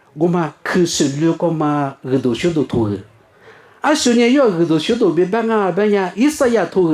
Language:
Lisu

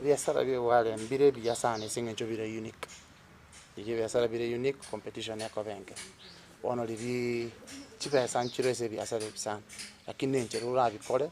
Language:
Gusii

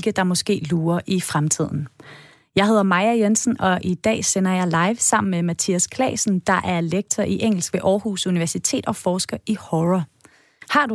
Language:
Danish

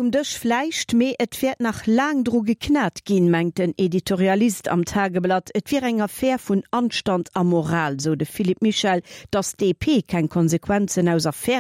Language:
Luxembourgish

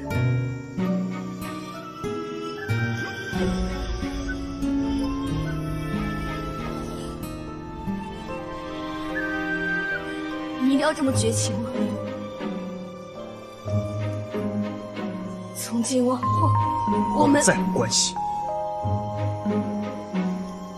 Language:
Chinese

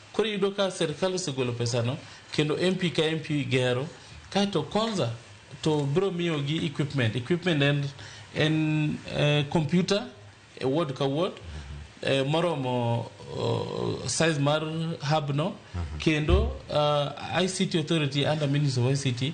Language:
Luo (Kenya and Tanzania)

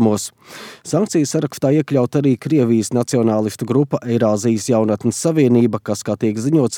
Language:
Latvian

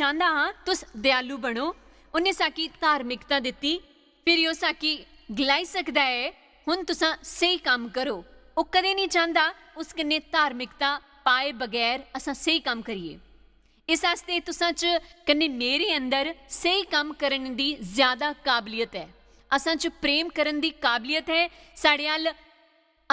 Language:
Dogri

